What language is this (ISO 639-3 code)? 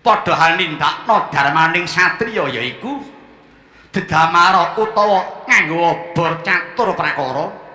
jav